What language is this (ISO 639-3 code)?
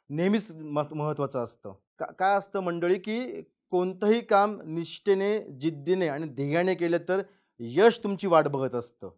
mar